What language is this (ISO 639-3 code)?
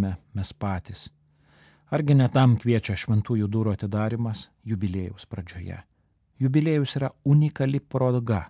lit